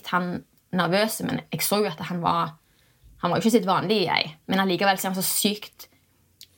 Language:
Norwegian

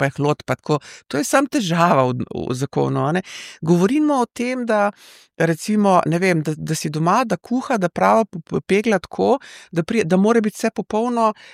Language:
Slovenian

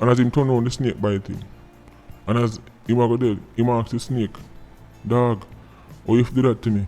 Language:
Jamaican Creole English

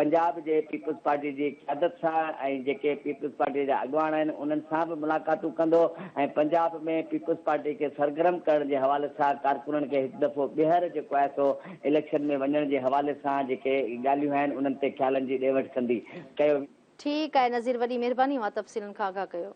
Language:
Sindhi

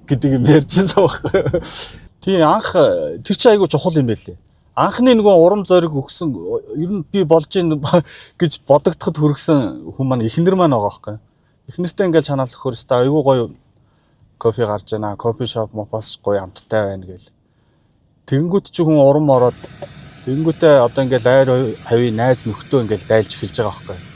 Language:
Mongolian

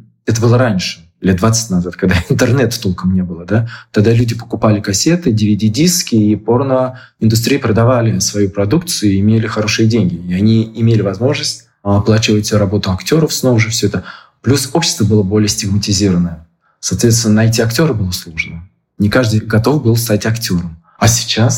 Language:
Russian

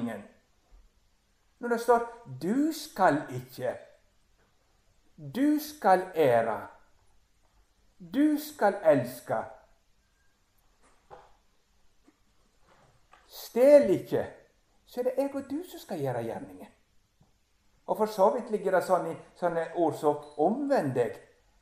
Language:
Norwegian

